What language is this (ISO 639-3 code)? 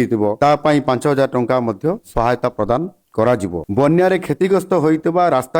ori